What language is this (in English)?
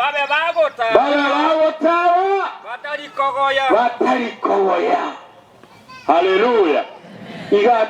Gusii